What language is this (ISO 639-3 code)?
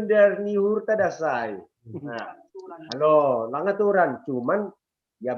bts